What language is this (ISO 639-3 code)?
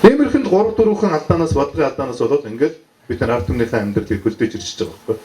mon